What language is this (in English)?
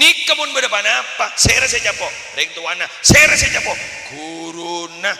Madurese